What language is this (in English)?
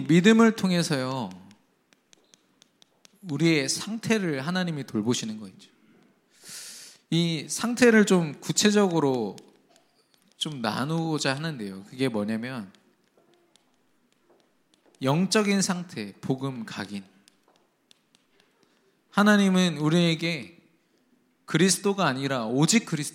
Korean